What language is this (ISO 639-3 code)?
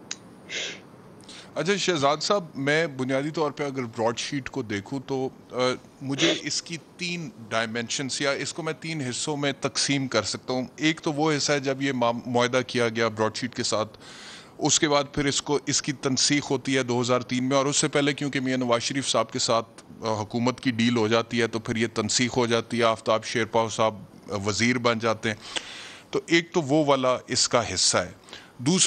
urd